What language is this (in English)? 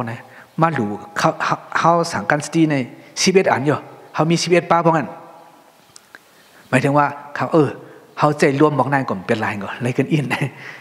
Thai